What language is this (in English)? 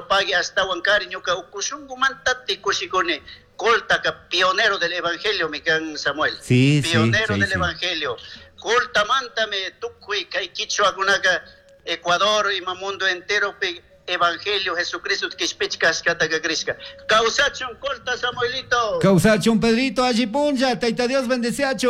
Chimborazo Highland Quichua